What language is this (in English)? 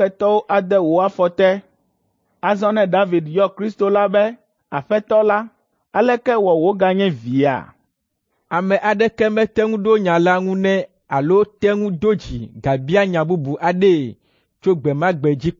Ewe